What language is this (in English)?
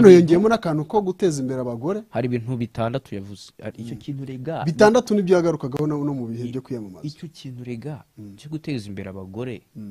Kinyarwanda